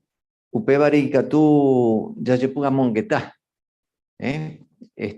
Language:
Guarani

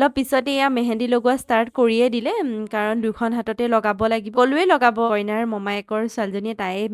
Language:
Assamese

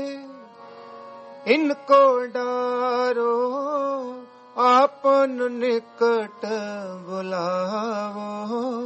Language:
Punjabi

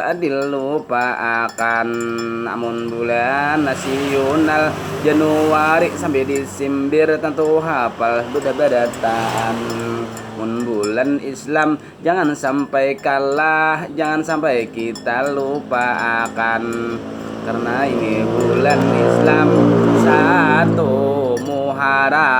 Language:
Banjar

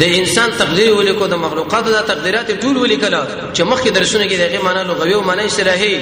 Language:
Pashto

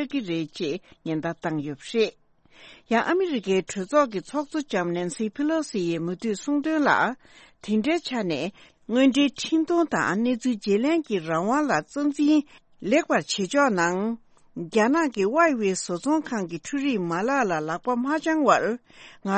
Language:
Tibetan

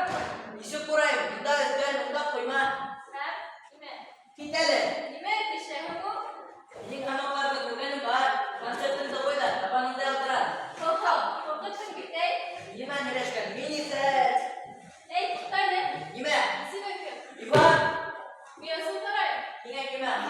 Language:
Bashkir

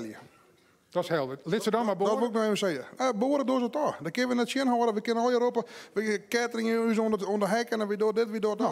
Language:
Western Frisian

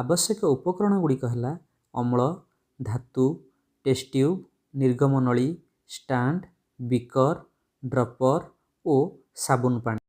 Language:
Odia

